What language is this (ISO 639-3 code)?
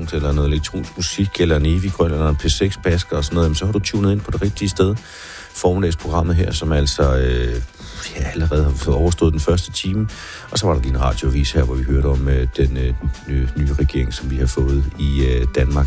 dan